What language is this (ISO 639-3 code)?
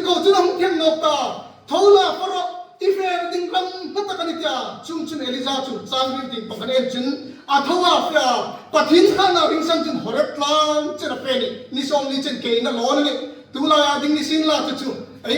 hmr